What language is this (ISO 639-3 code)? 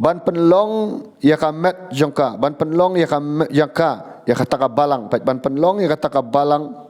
kha